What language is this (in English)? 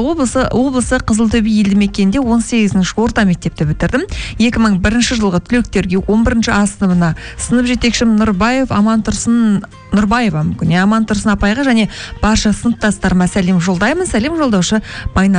Kazakh